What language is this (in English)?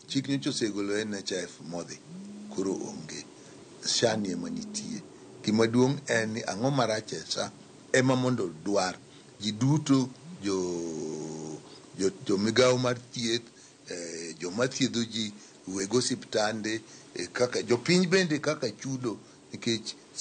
Luo (Kenya and Tanzania)